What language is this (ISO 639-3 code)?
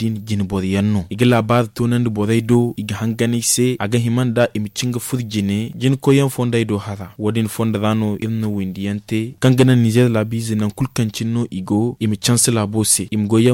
dje